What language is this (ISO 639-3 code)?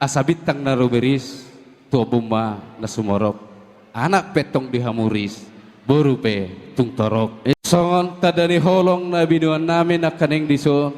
bbc